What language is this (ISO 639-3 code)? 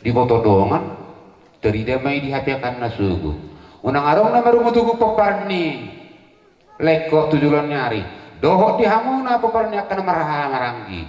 bbc